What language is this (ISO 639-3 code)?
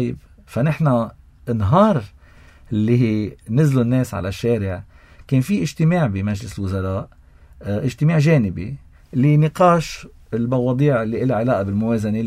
apc